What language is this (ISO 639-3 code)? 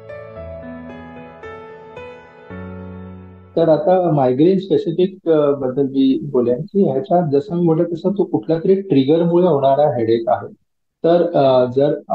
mar